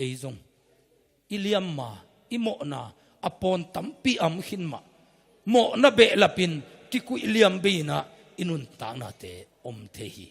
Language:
Tedim Chin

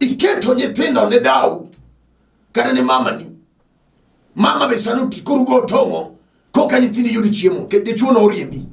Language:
Luo (Kenya and Tanzania)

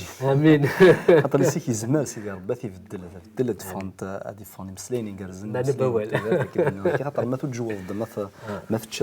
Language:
Kabyle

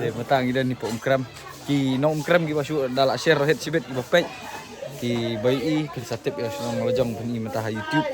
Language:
Khasi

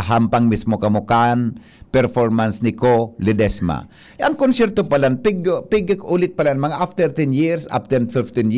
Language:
Bikol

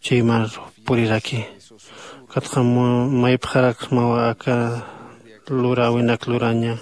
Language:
Aymara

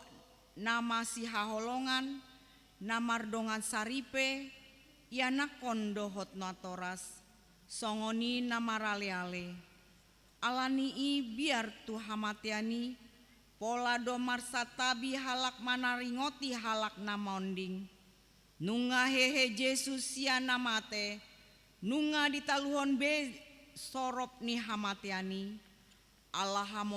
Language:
Batak Toba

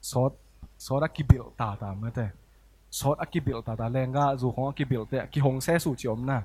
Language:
Tedim Chin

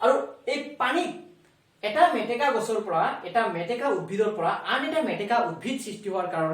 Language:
Assamese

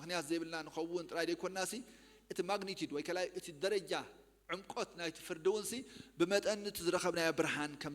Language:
Tigrinya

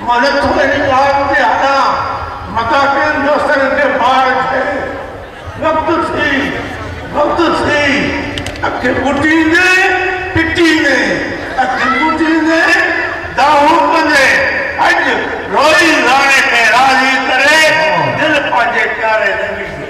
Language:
Sindhi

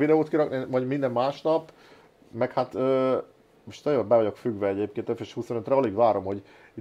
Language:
Hungarian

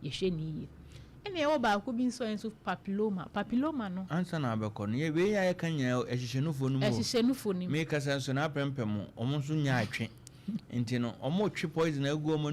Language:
Akan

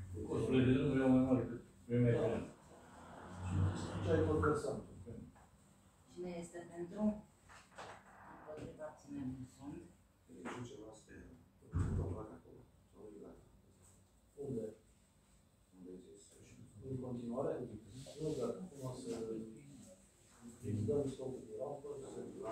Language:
Romanian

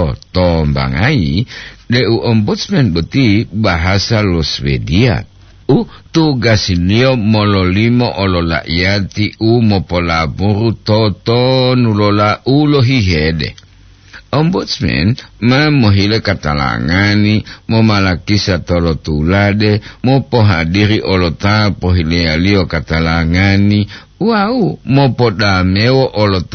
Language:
Gorontalo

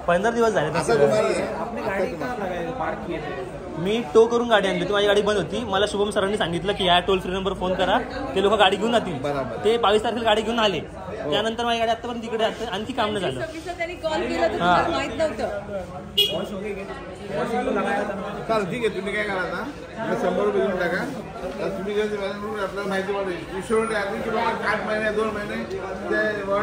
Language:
Marathi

